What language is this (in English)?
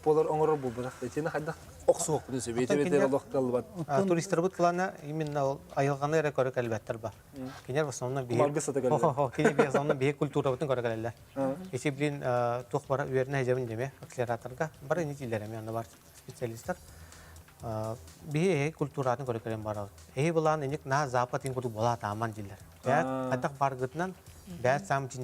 Yakut